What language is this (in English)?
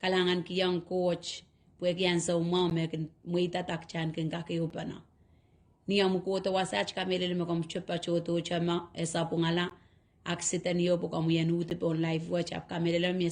Pohnpeian